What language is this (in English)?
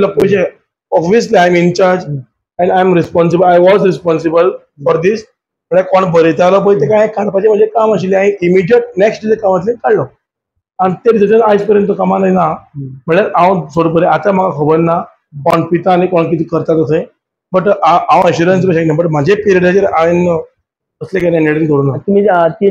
Konkani